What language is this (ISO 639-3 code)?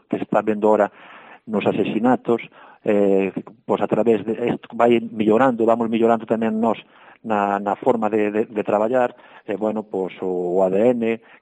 glg